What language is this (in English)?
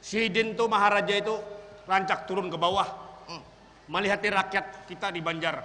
Banjar